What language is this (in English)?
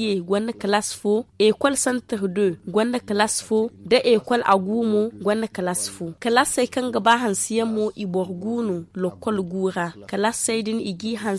Zarma